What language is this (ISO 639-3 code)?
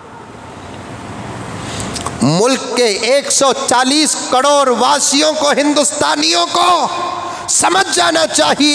hin